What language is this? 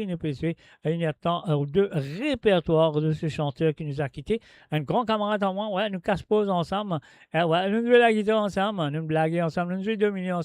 Morisyen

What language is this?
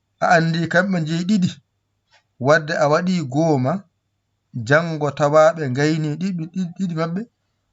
Fula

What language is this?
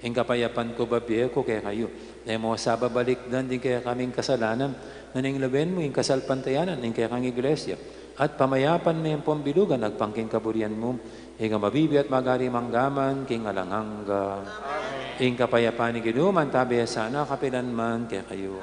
Pampanga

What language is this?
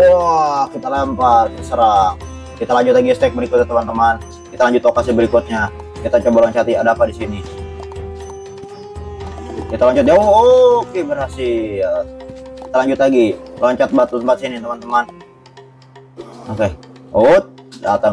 Indonesian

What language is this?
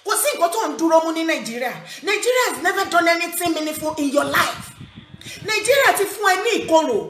Yoruba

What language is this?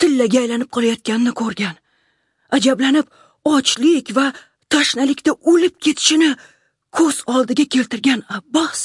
Uzbek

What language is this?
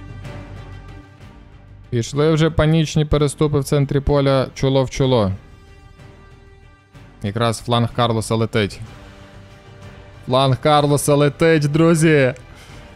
Ukrainian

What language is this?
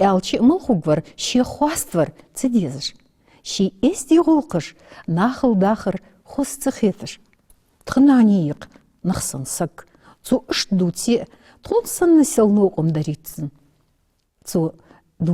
Ingush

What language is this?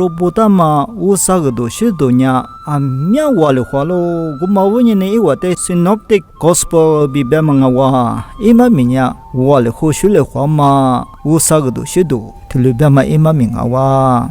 Lisu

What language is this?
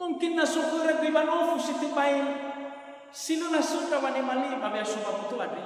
Nias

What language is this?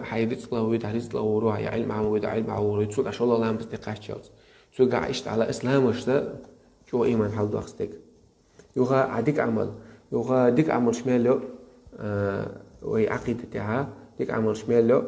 Chechen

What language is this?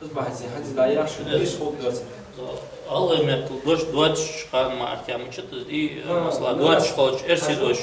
Ingush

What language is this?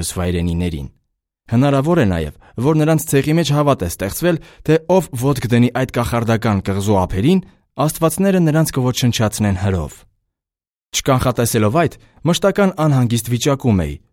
Armenian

